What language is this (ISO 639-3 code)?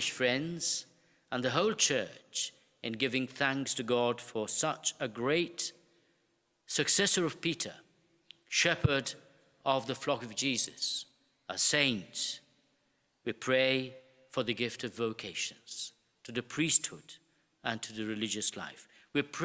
eng